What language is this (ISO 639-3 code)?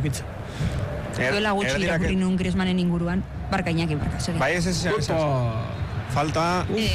eus